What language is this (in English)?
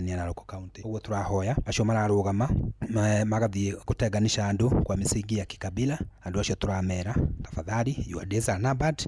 Kikuyu